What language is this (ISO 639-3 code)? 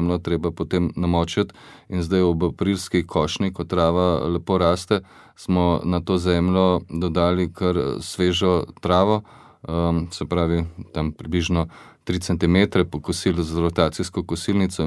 slv